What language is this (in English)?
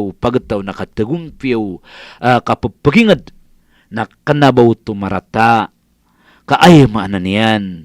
Maranao